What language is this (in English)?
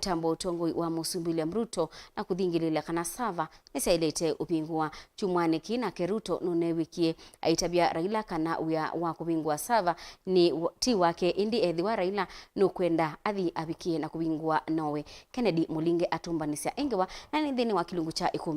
Kamba